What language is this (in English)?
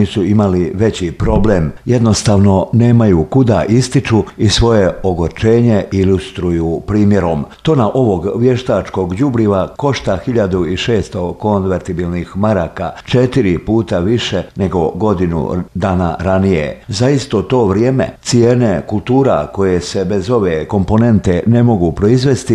Bosnian